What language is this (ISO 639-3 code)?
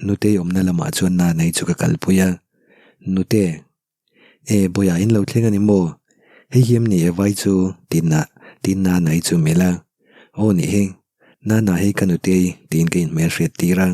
lus